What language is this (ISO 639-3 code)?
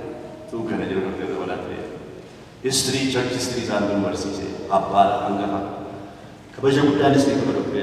orm